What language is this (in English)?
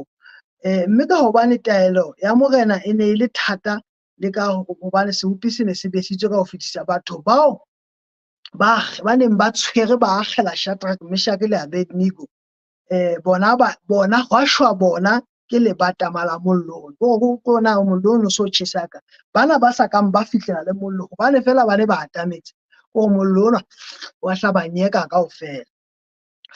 Southern Sotho